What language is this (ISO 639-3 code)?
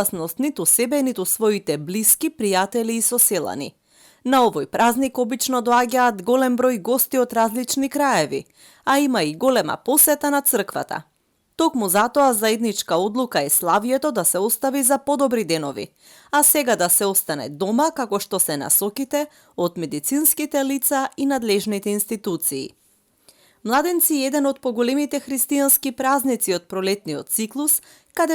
mkd